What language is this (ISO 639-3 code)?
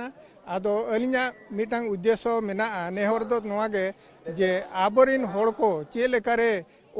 sat